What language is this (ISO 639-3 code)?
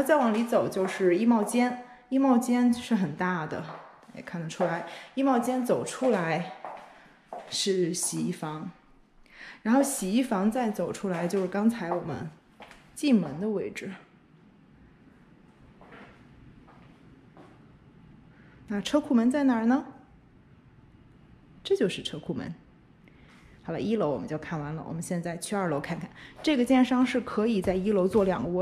zho